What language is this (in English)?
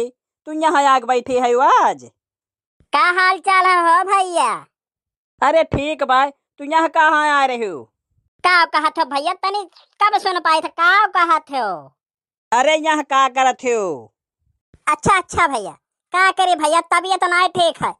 Awadhi